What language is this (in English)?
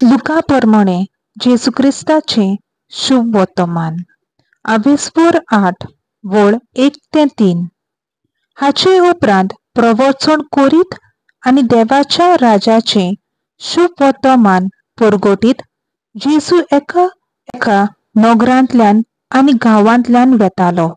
Konkani